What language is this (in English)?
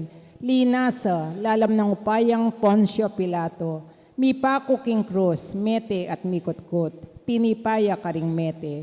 Pampanga